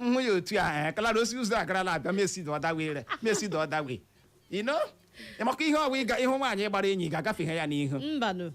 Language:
Igbo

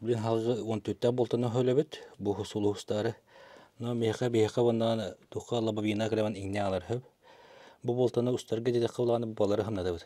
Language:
Yakut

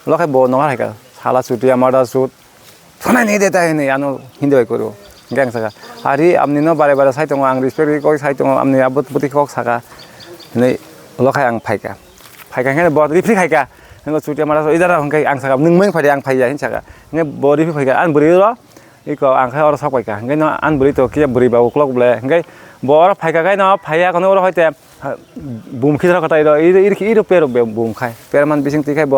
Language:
Kok Borok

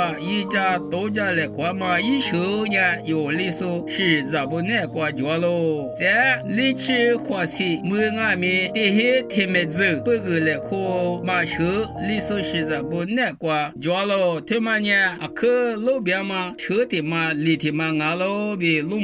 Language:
Lisu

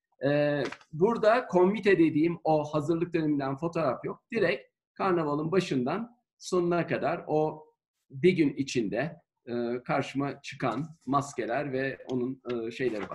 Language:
Turkish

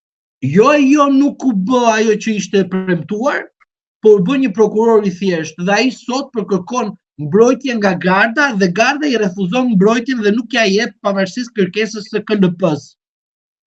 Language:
Albanian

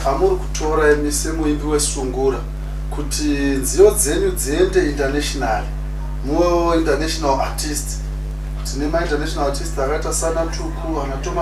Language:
Shona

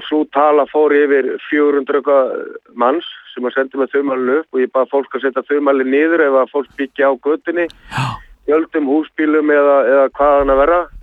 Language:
Icelandic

